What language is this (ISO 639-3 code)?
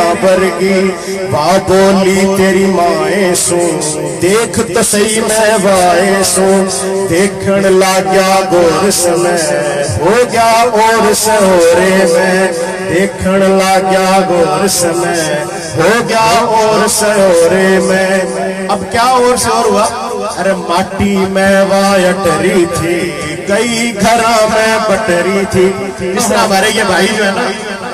bgc